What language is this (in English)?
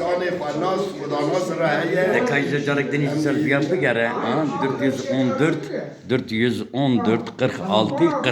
Kurdish